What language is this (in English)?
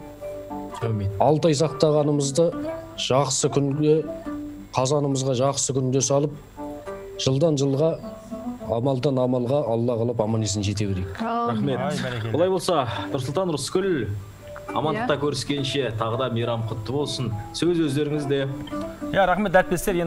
Kazakh